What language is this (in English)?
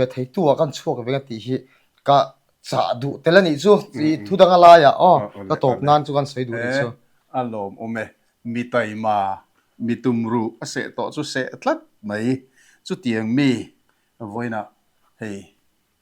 Mizo